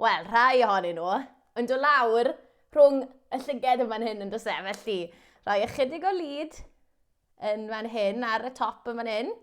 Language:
Welsh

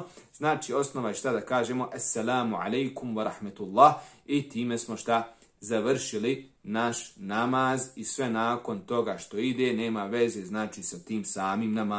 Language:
Bosnian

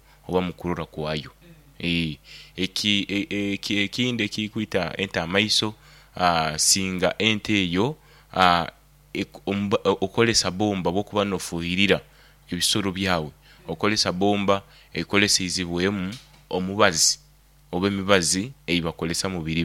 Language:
Nyoro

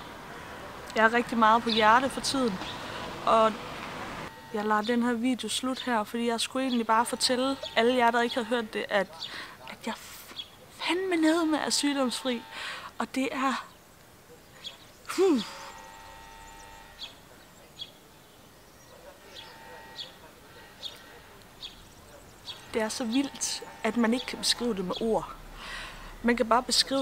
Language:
Danish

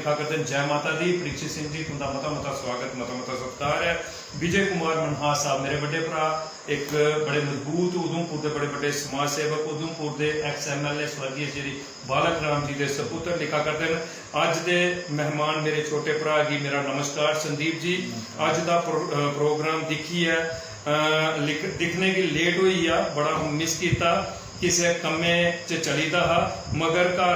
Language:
Dogri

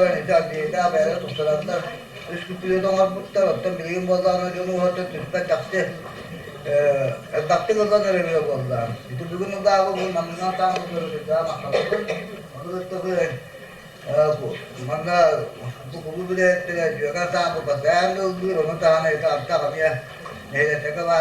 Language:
Yakut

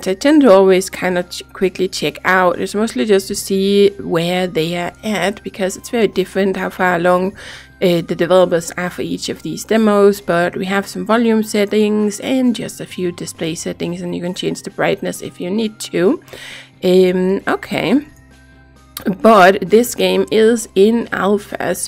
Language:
English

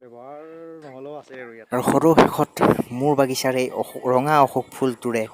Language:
Assamese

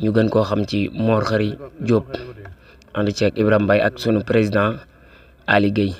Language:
Wolof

